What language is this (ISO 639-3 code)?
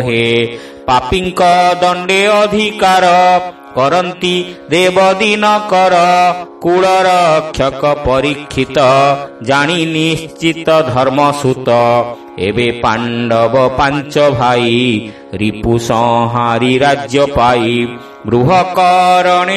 ori